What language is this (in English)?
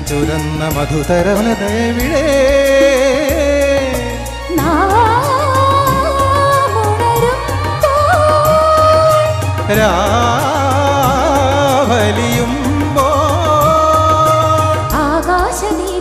Malayalam